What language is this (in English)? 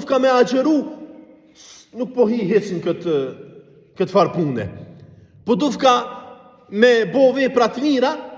Albanian